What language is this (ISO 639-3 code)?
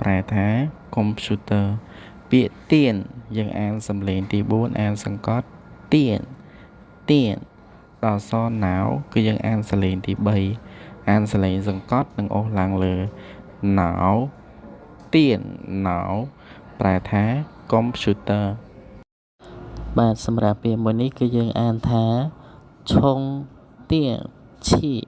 khm